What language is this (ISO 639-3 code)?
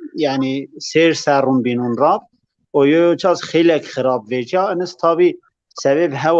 zza